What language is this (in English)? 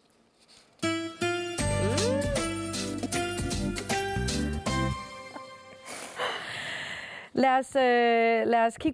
Danish